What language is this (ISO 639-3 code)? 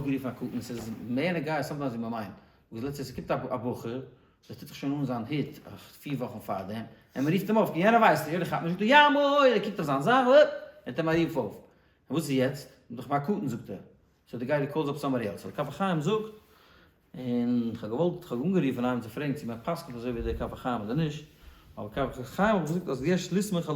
yid